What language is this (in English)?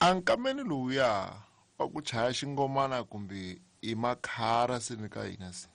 Tsonga